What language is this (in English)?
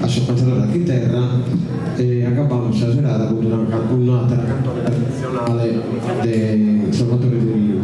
Sardinian